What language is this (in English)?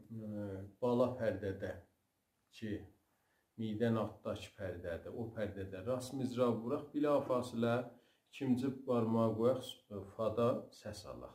South Azerbaijani